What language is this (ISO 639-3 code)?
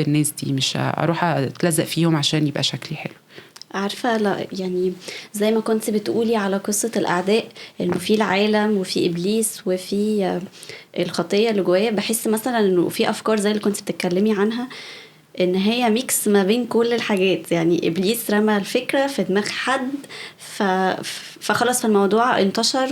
arz